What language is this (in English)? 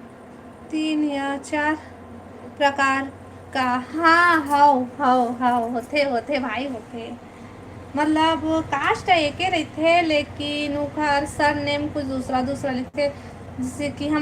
Chhattisgarhi